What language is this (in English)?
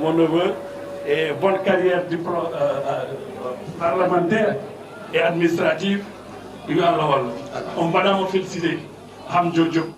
Fula